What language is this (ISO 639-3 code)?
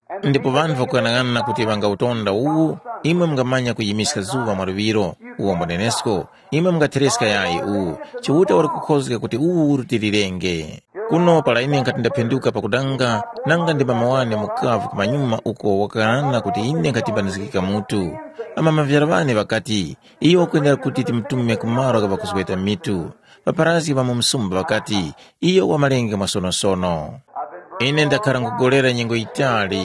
tum